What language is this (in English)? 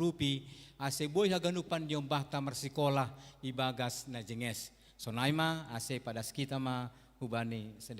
Batak Simalungun